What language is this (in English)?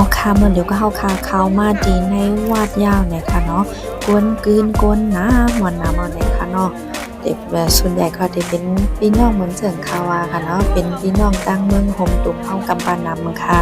Shan